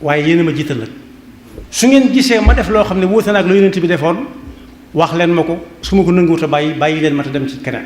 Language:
Wolof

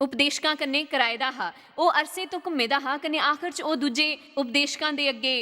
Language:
Dogri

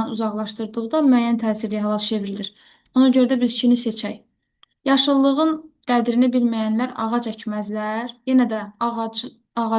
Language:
Azerbaijani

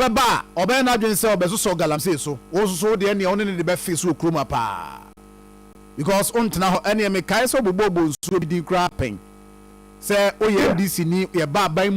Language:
Akan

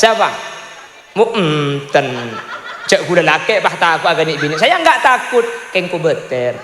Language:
Madurese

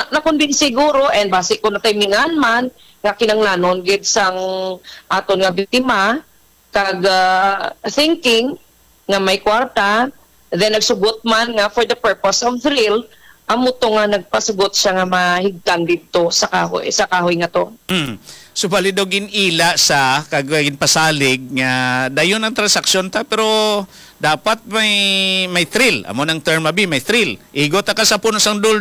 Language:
Hiligaynon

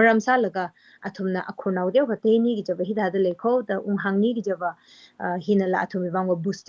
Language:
Tangkhul Naga (India)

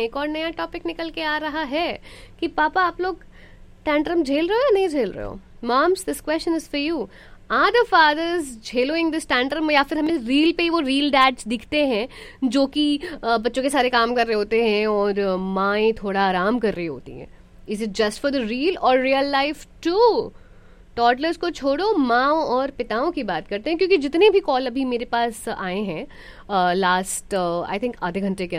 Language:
Hindi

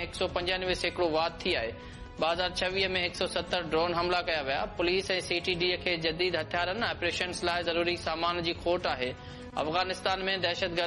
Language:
Sindhi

